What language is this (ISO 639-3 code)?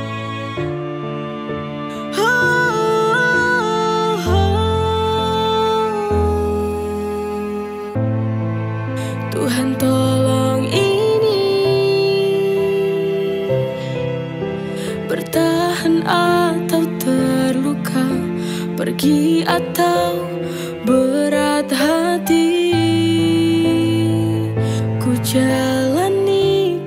ind